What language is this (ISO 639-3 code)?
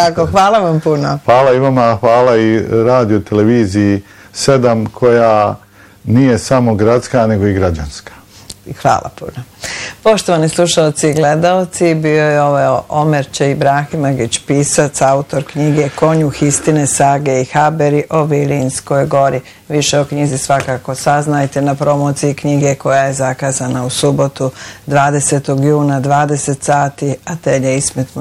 bos